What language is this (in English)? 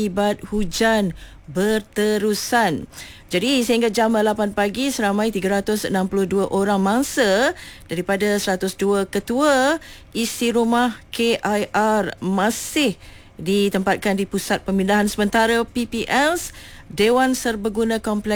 Malay